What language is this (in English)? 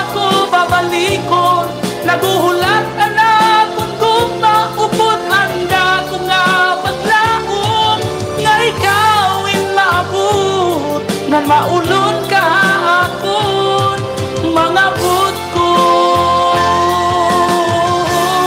Waray